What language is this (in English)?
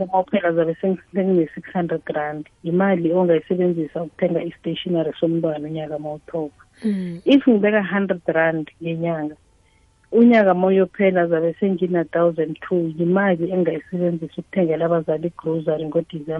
South Ndebele